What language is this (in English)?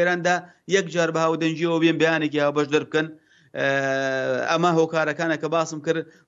Central Kurdish